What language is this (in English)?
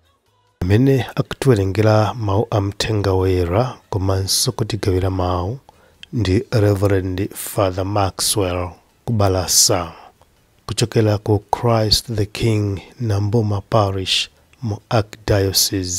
Nyanja